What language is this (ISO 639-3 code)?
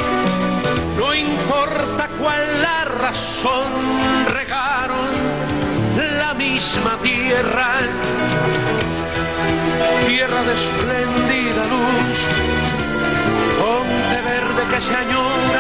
spa